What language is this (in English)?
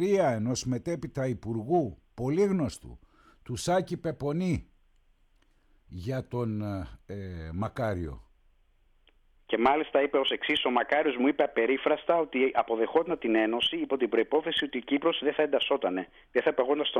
Greek